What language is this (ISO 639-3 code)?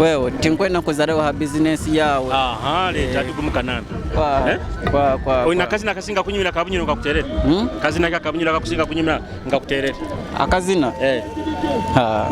nyo